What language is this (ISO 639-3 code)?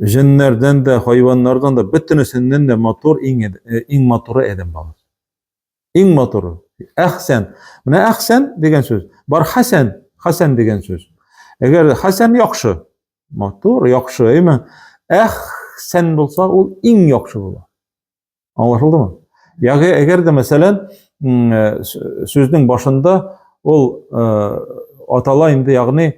tat